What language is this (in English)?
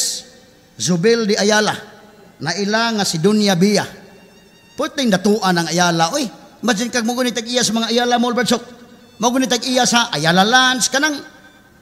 Cebuano